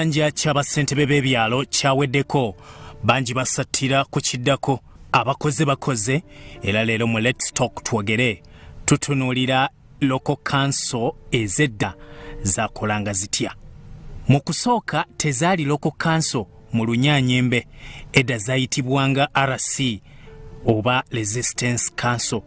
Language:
Ganda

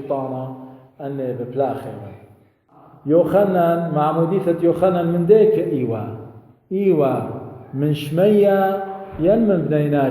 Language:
Assyrian Neo-Aramaic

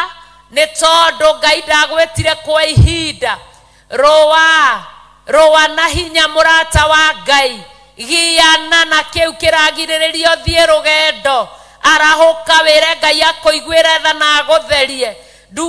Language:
Kikuyu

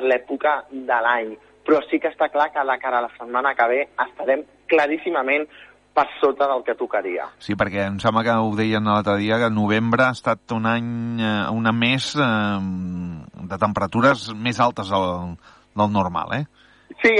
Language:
Catalan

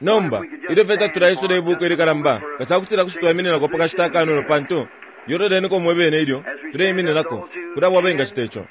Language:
Bemba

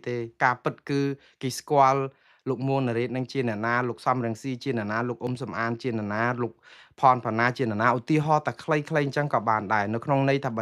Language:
Khmer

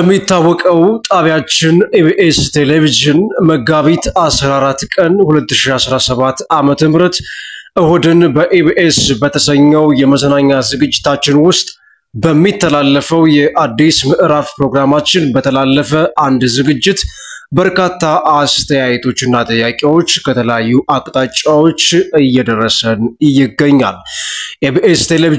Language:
Amharic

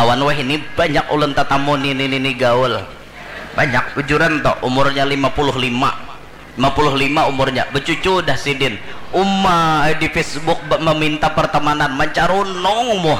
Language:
Banjar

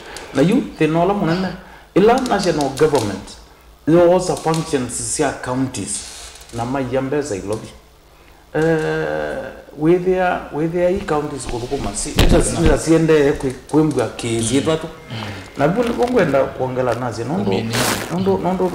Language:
Kamba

